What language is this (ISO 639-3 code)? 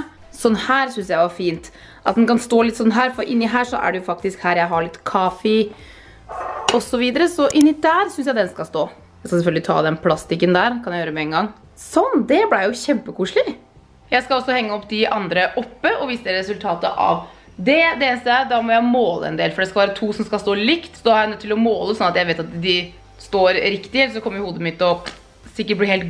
nor